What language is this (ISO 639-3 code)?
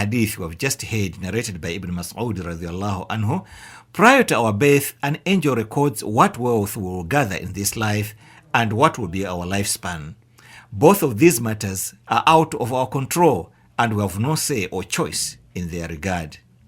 eng